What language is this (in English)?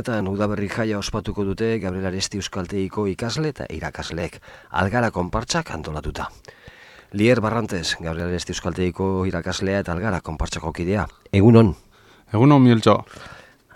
Basque